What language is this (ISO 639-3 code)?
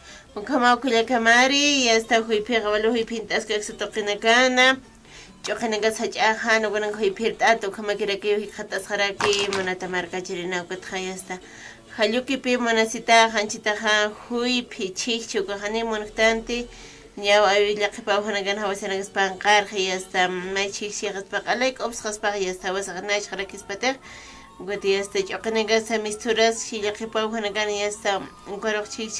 aym